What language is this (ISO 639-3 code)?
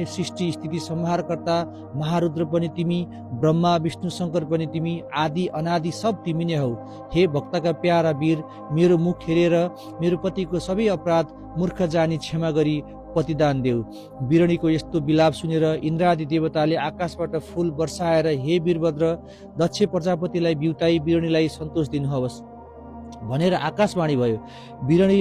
nep